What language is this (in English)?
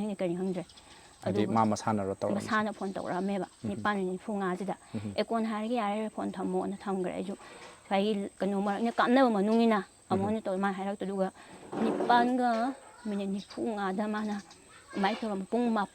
Manipuri